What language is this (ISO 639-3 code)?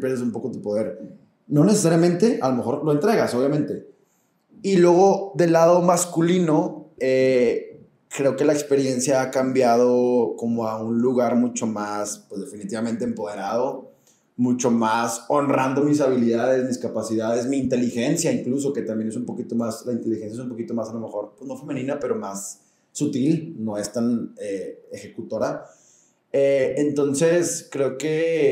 spa